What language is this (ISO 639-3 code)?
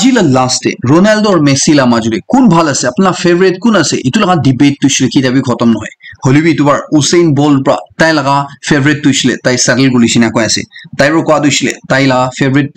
nag